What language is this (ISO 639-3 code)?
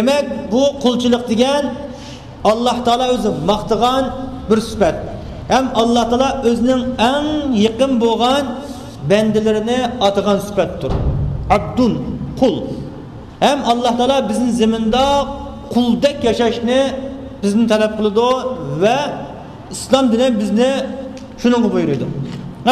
uig